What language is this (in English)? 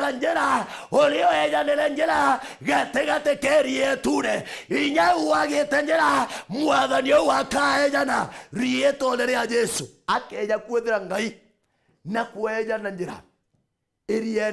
Meru